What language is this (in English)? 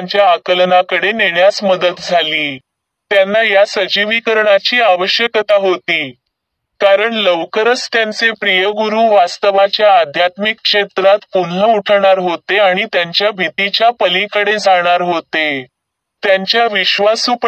Marathi